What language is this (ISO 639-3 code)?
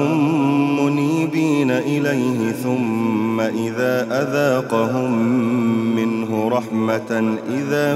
ara